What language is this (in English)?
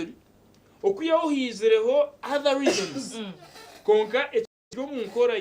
Nyankole